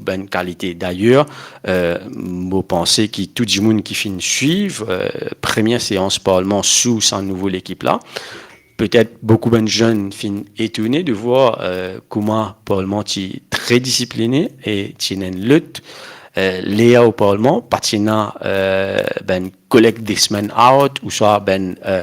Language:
Morisyen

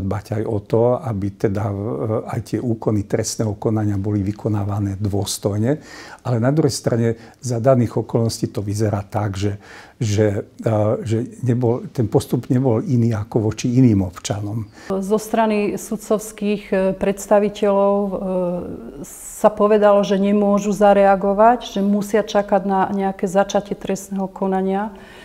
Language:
Slovak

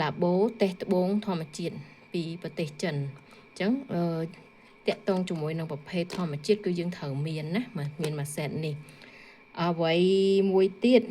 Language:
Khmer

